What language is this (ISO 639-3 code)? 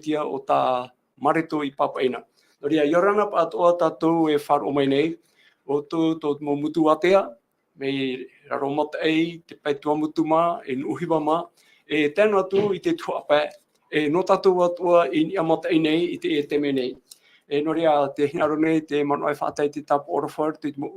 tah